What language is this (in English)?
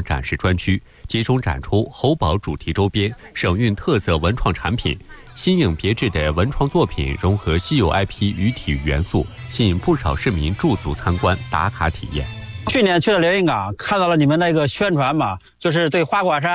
Chinese